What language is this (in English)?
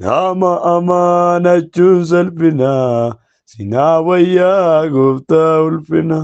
Oromo